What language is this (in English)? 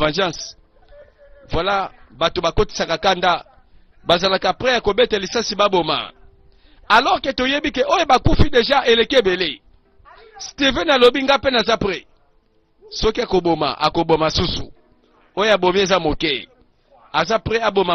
Lingala